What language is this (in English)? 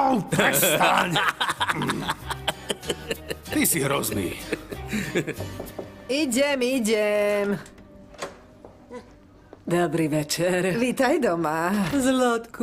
Slovak